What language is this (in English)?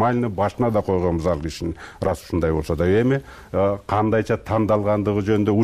Kyrgyz